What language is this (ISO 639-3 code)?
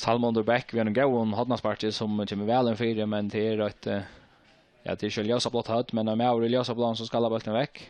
fao